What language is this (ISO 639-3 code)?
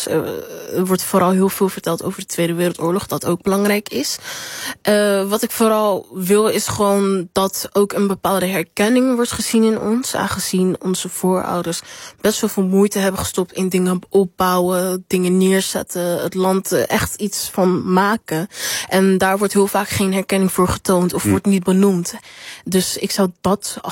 nld